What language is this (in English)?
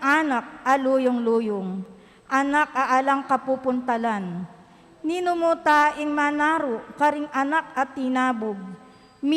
Pampanga